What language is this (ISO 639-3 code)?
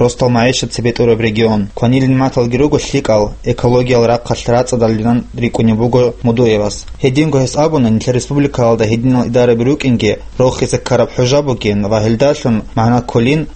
ava